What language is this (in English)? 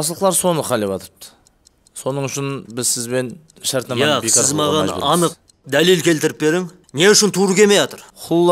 Kara-Kalpak